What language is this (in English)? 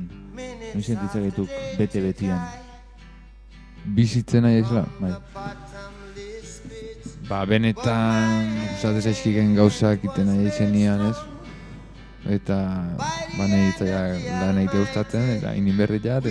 Basque